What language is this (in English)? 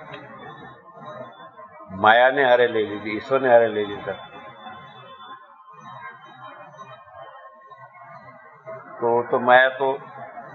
Gujarati